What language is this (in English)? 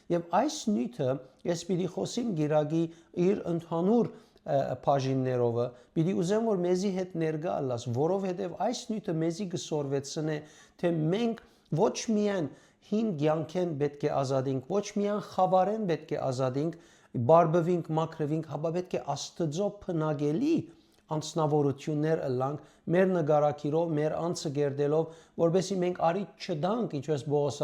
Western Armenian